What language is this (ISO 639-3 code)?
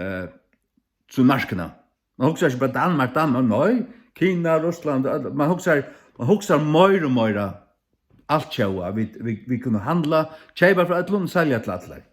fao